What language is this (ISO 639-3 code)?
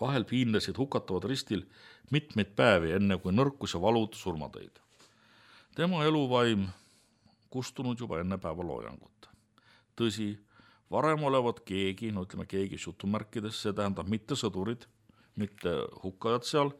est